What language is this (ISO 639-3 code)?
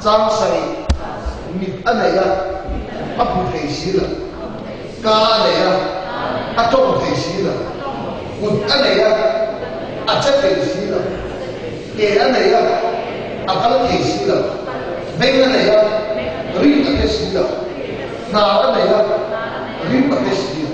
lus